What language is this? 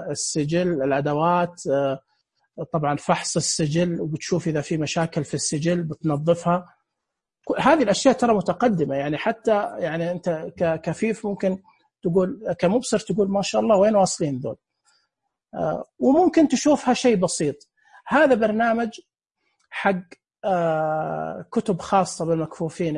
Najdi Arabic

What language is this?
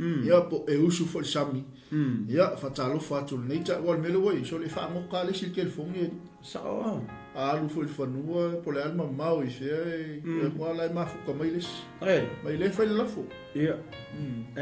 Samoan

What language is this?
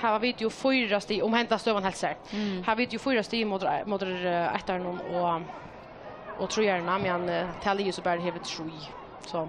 Faroese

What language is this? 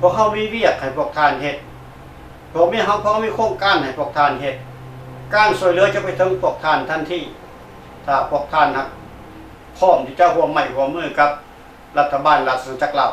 Lao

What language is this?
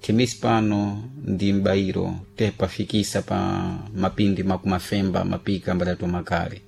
Sena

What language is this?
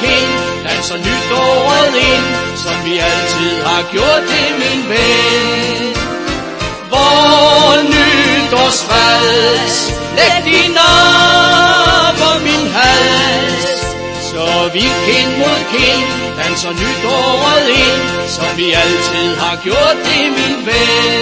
Danish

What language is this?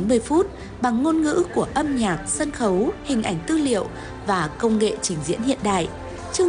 Vietnamese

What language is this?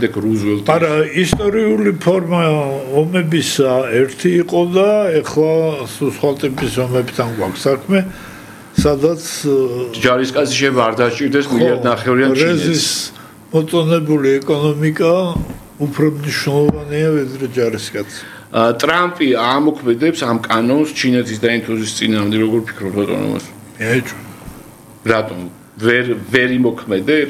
Georgian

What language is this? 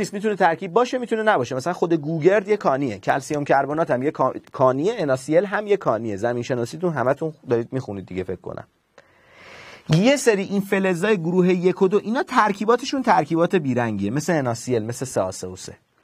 Persian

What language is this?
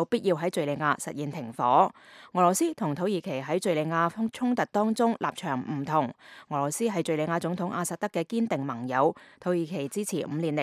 Cantonese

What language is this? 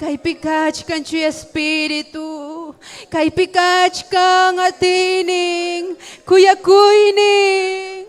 Ayacucho Quechua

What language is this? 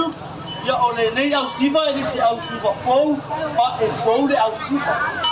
Samoan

